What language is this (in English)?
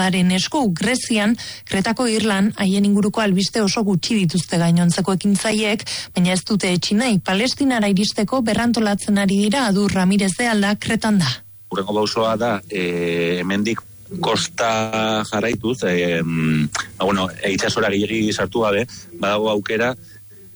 Basque